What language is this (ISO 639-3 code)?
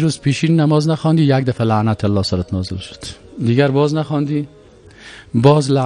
fas